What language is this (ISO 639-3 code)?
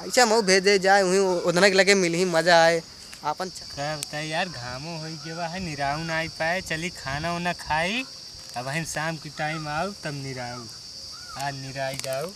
awa